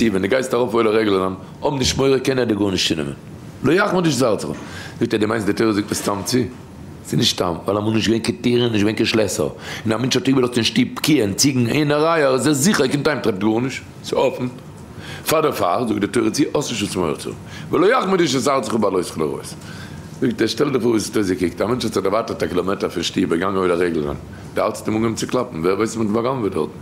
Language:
Yiddish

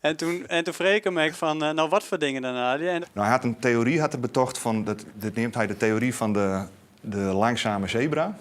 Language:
Western Frisian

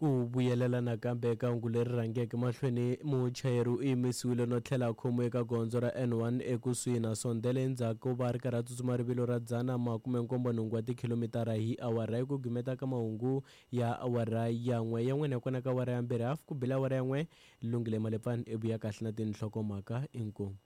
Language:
Tsonga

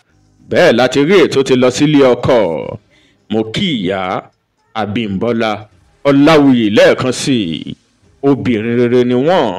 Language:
Yoruba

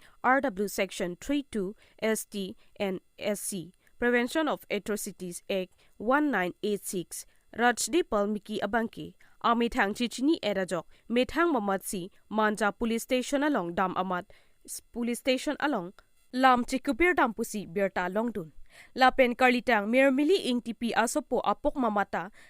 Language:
Karbi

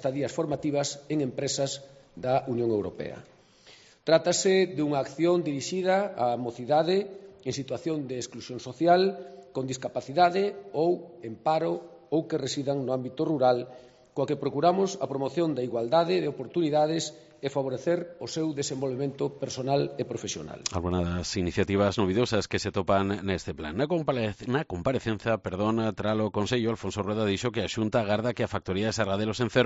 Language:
Galician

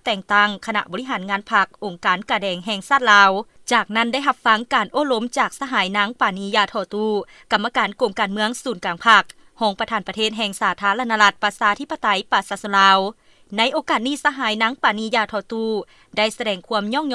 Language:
Lao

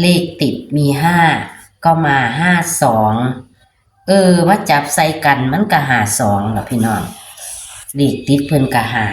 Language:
Northeastern Thai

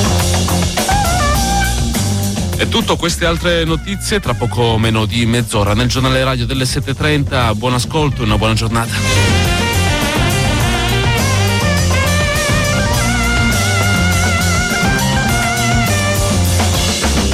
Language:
Italian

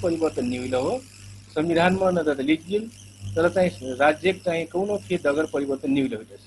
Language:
Dangaura Tharu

